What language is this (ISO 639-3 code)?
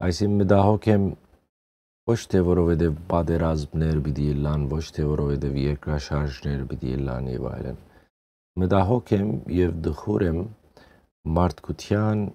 hyw